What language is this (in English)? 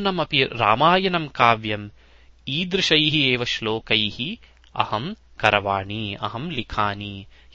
Sanskrit